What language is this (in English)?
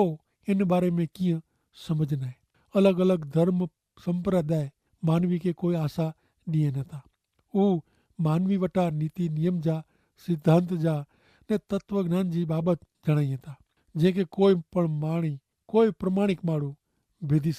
Kachhi